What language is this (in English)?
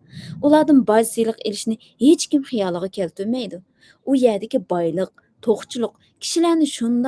Uyghur